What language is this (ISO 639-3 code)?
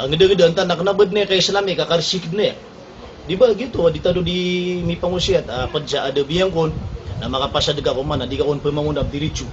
mrw